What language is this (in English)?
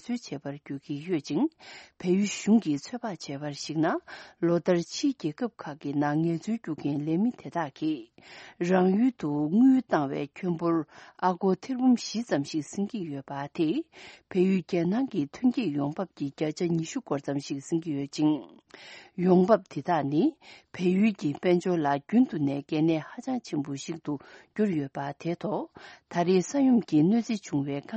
Tibetan